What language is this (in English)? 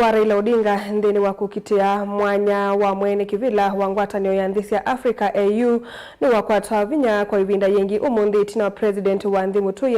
Kamba